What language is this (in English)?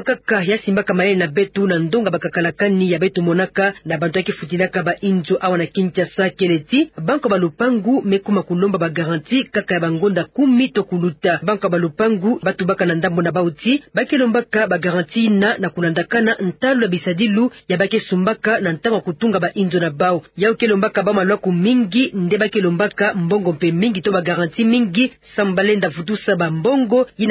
Kituba (Democratic Republic of Congo)